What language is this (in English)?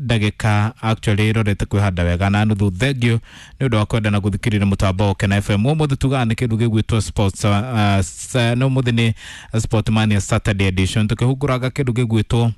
Kikuyu